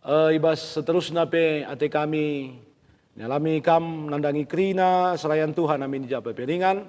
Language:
Batak Karo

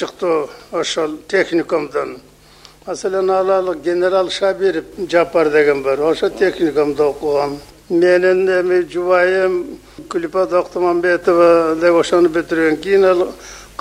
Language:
Kyrgyz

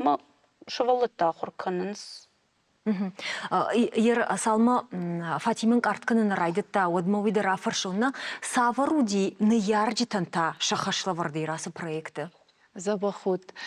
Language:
Ossetic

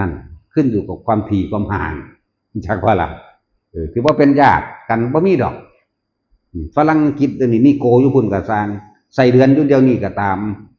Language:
Northeastern Thai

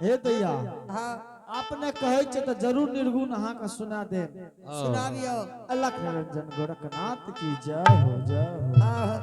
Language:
Angika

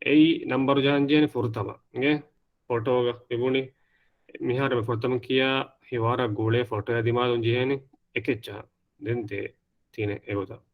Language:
Divehi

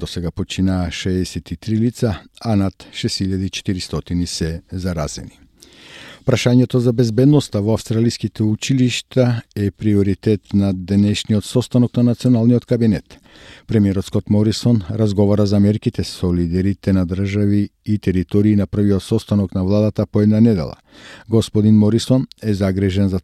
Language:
Macedonian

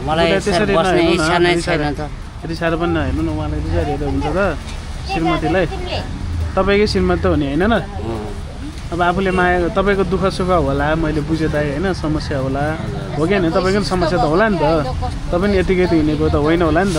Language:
Nepali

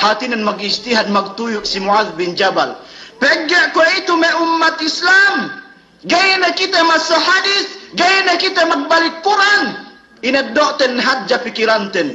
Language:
Yakan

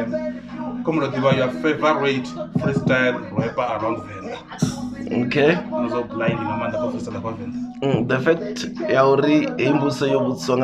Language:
Venda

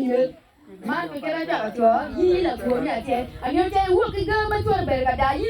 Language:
Acoli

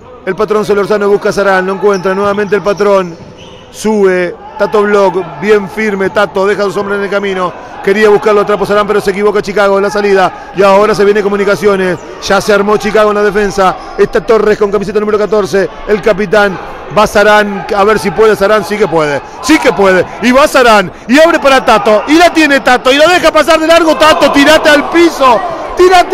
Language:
Spanish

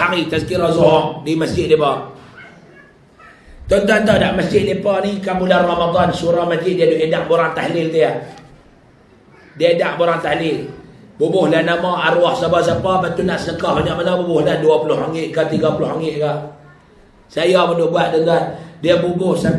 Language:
Malay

